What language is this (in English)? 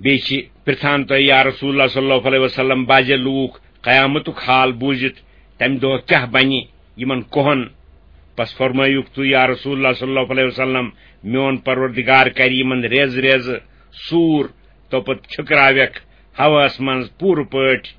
Kashmiri